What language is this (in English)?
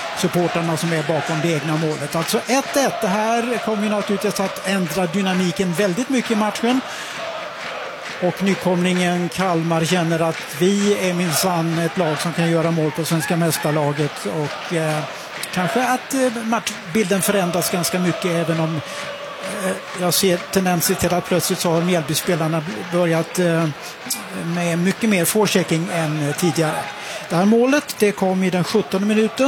Swedish